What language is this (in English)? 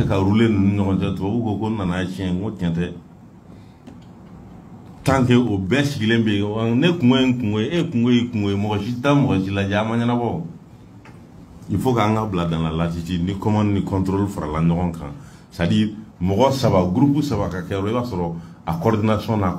French